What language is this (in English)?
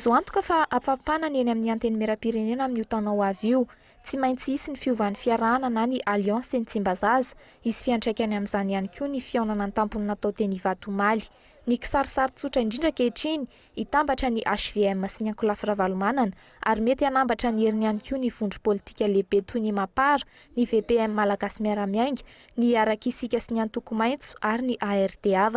Malagasy